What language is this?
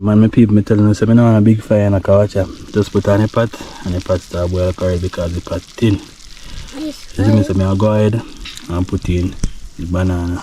Jamaican Creole English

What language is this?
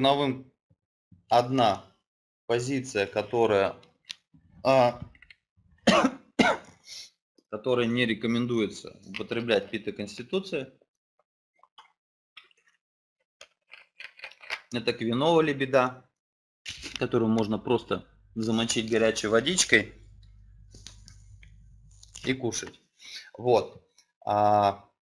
Russian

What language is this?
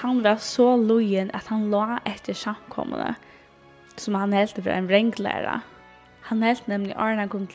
Faroese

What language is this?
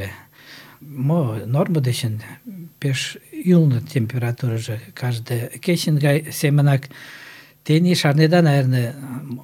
Mari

